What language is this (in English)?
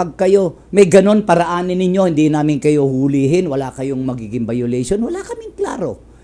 Filipino